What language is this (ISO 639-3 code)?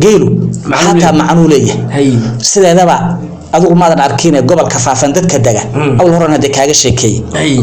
som